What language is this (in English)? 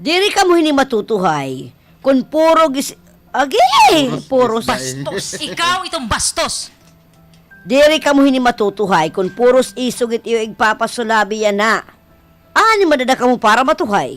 Waray